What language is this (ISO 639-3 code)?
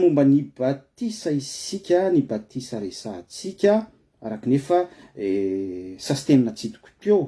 mlg